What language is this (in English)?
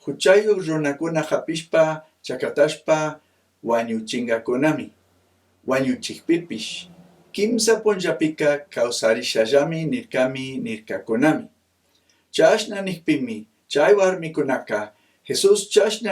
Chimborazo Highland Quichua